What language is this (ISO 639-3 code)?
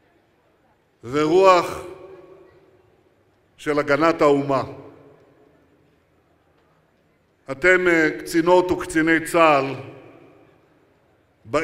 heb